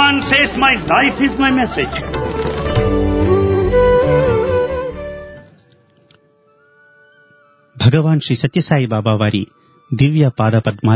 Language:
Telugu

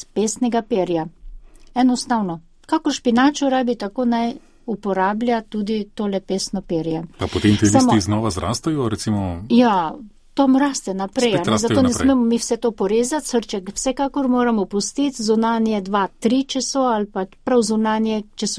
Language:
Slovenian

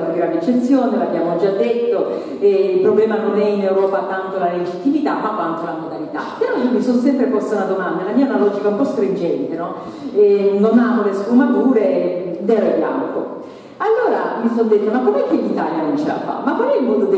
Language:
Italian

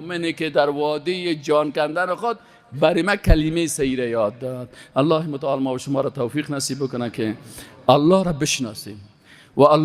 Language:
Persian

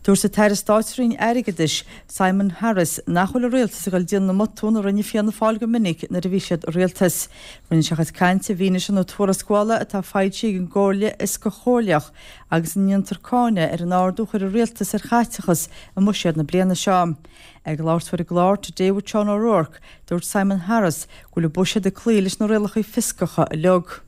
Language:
Irish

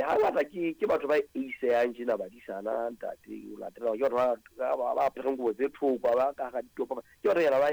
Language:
Southern Sotho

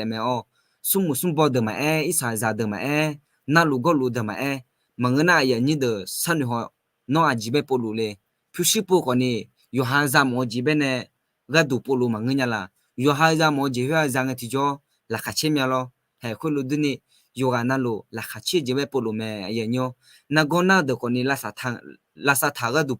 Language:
Akha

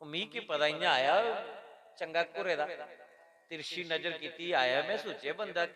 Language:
Dogri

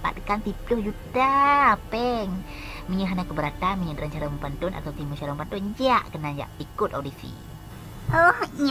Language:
Achinese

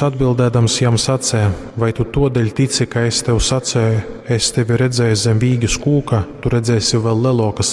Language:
Latgalian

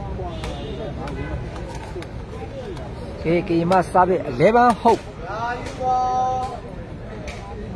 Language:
Burmese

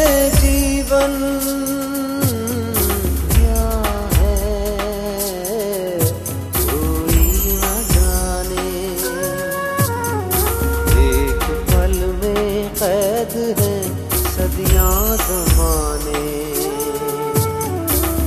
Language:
Hindi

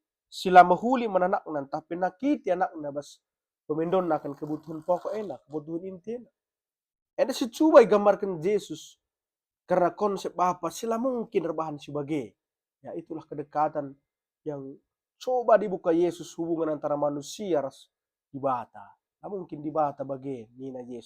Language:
Batak Karo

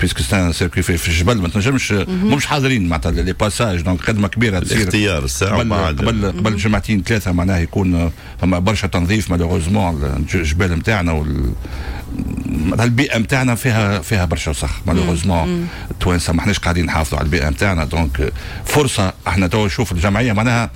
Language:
Tunisian Arabic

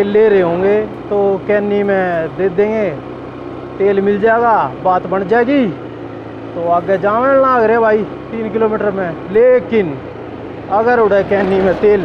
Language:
Haryanvi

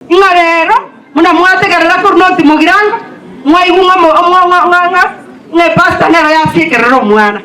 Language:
Gusii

